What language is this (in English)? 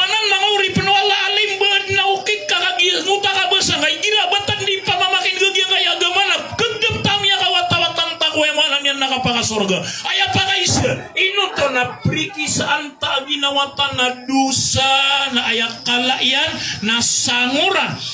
Maranao